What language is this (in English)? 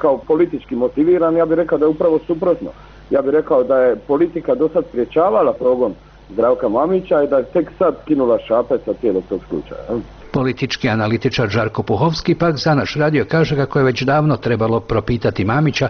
Croatian